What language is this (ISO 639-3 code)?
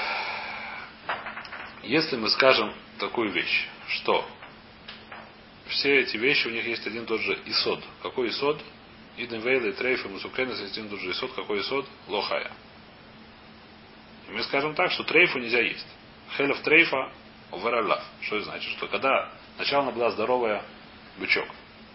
rus